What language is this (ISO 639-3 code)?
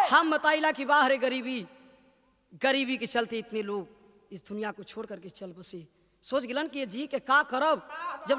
bho